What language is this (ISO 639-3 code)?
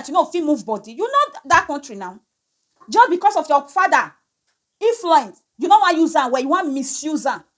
pcm